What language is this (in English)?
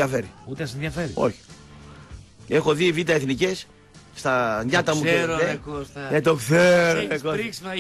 Greek